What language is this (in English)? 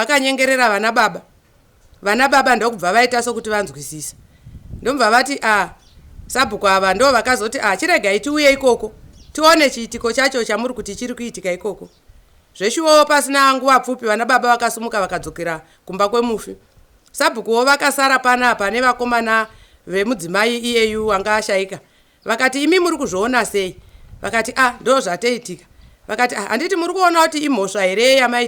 Shona